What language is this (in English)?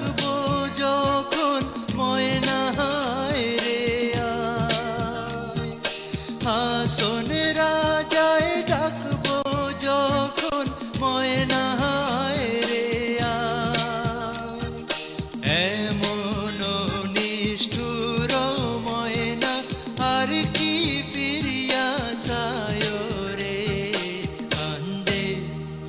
Bangla